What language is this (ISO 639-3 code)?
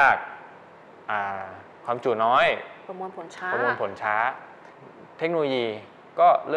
tha